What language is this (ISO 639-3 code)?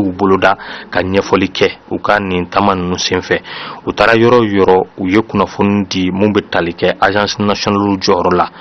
bam